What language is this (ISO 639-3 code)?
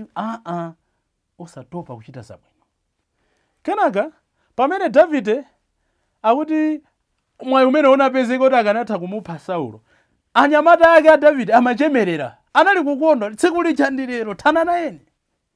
nya